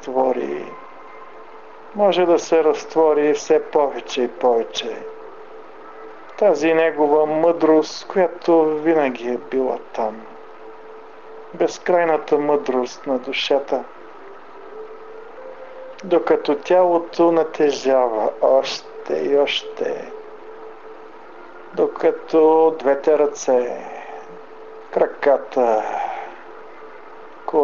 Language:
Bulgarian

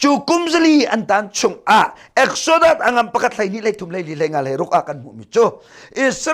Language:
Hakha Chin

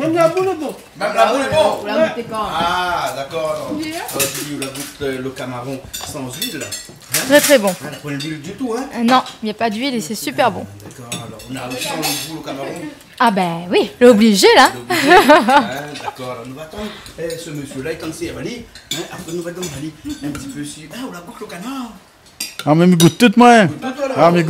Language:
Réunion Creole French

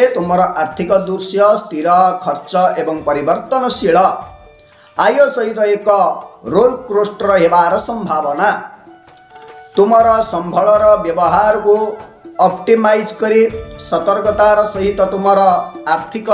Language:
Odia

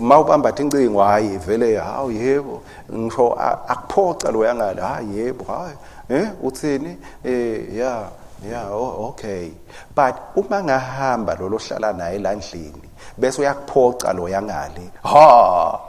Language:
Swati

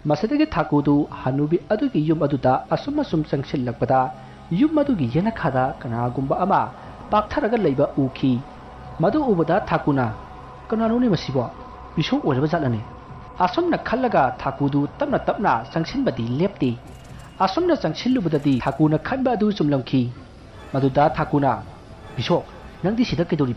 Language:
Manipuri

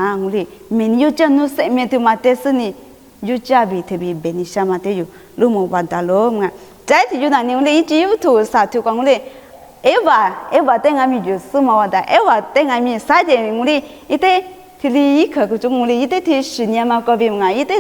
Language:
Lisu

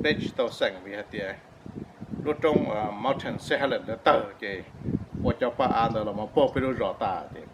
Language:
Hmong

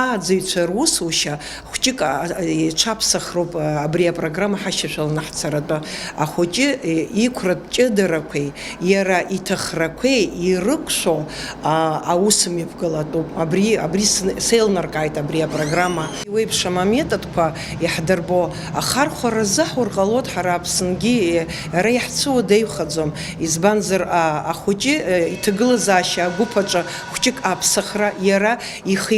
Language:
Abkhazian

